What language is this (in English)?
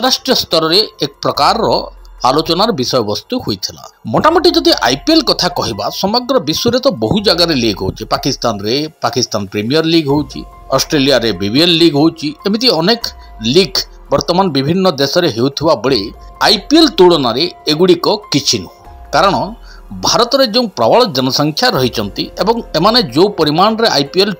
Odia